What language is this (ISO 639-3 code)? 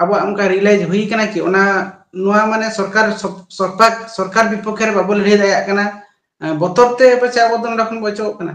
sat